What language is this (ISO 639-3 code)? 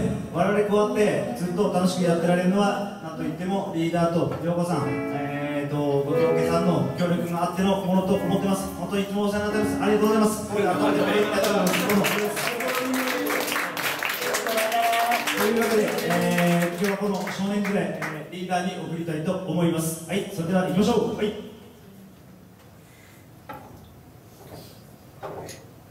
jpn